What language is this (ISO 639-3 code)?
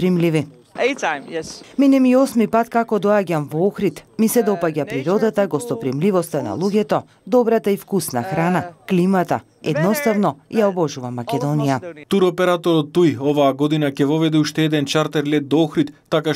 mkd